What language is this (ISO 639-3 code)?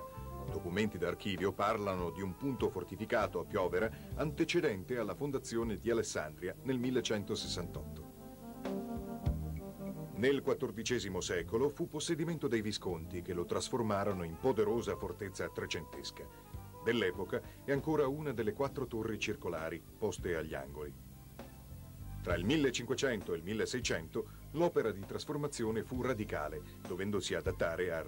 ita